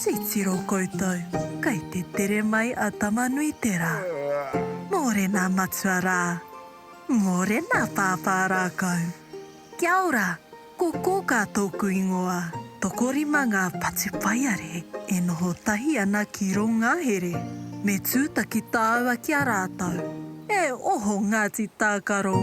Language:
Māori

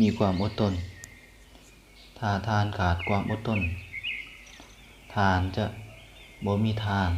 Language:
Lao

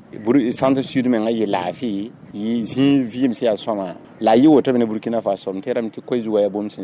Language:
Mossi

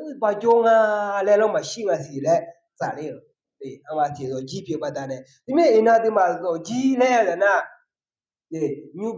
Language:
Akha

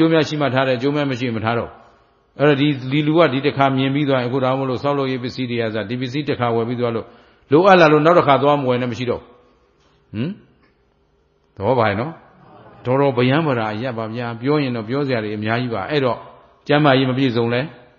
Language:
Burmese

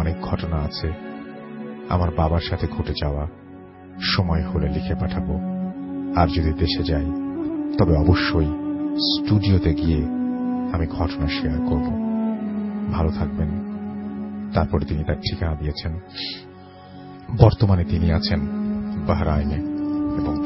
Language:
Bangla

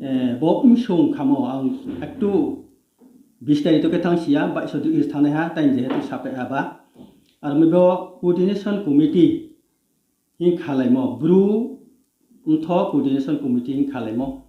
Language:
Riang (India)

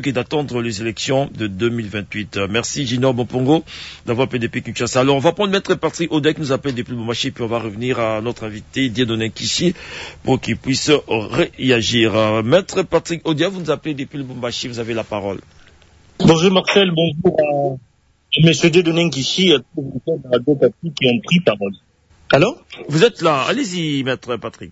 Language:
French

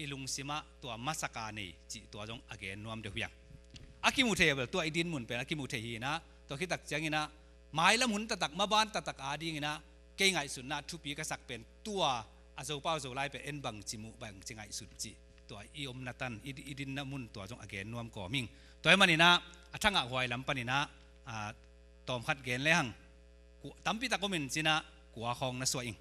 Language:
Tedim Chin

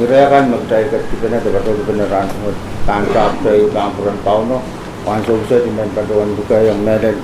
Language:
Pohnpeian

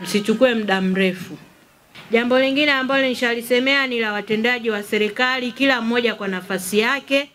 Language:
Swahili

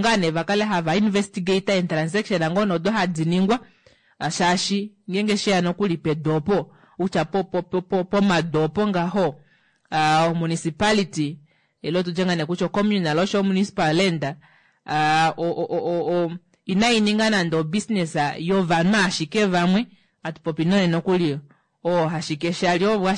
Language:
Kuanyama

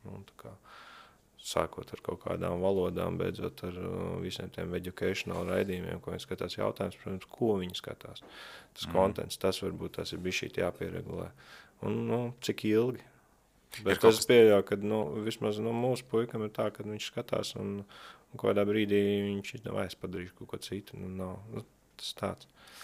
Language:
Latvian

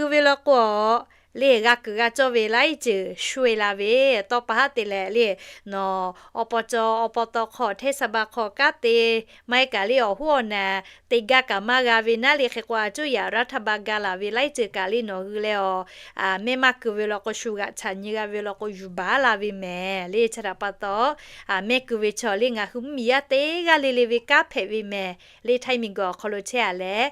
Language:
Lahu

